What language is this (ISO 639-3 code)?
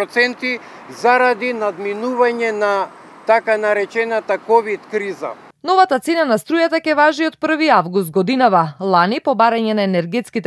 mkd